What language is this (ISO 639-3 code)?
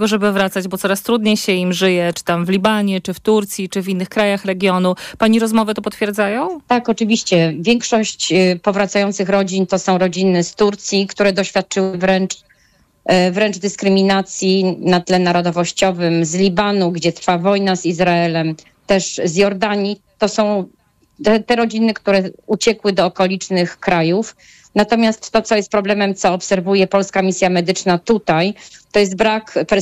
pol